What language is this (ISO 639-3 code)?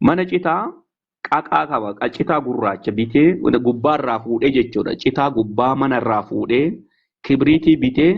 orm